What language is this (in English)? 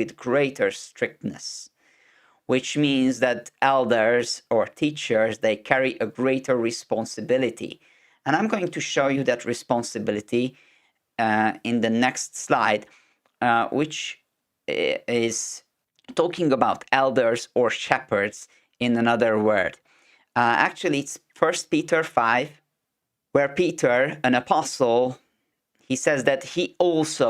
English